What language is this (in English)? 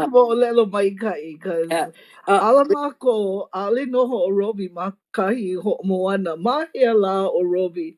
Hawaiian